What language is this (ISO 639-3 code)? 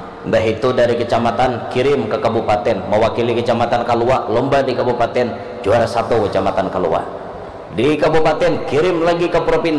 bjn